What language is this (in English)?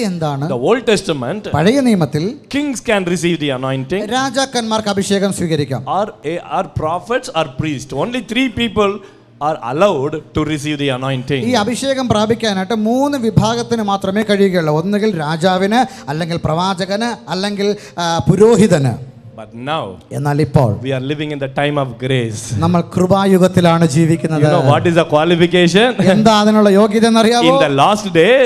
Malayalam